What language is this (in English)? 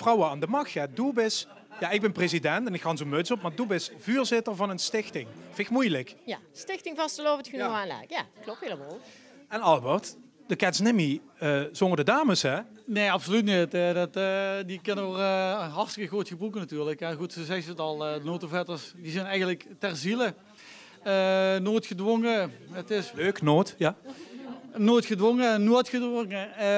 Limburgish